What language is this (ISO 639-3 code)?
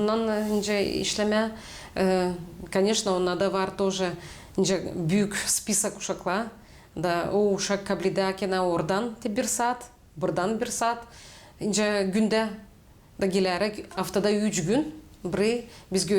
gag